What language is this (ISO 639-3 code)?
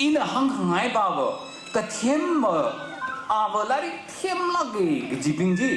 nmf